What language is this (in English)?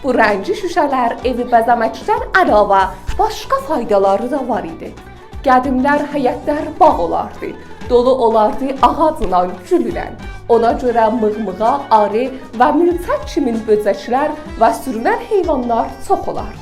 South Azerbaijani